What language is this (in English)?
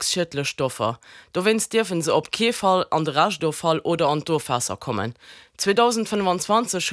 Luxembourgish